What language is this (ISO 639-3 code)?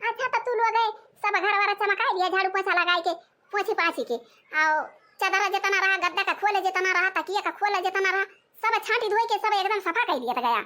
awa